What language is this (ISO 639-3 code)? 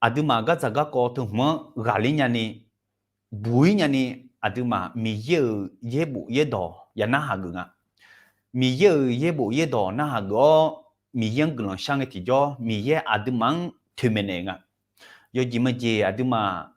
ahk